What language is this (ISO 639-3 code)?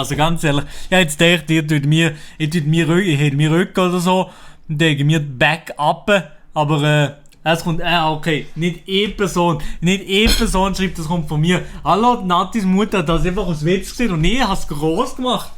gsw